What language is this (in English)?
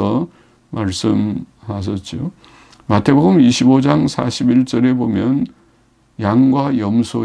Korean